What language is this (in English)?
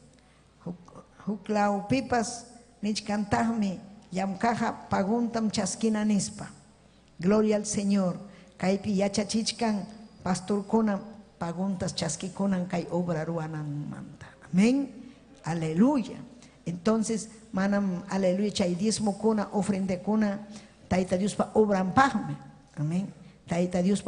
Ayacucho Quechua